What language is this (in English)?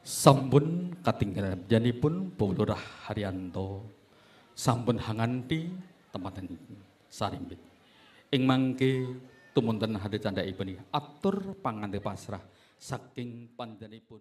Javanese